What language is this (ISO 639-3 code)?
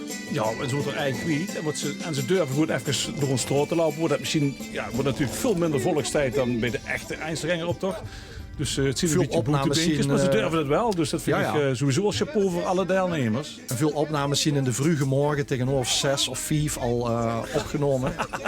lim